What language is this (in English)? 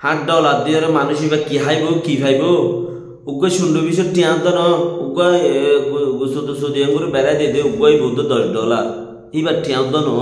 Rohingya